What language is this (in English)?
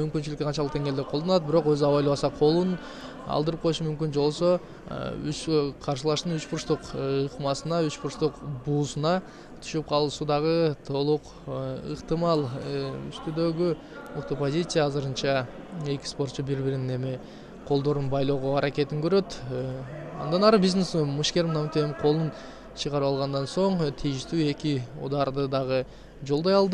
Kyrgyz